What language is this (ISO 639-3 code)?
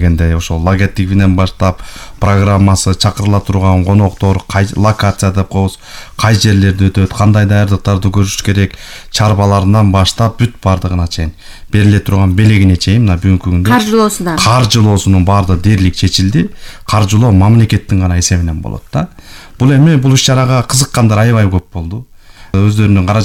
kir